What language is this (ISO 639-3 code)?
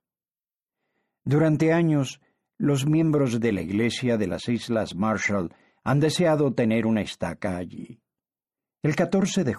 spa